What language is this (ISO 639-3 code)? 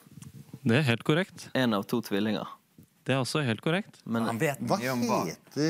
nor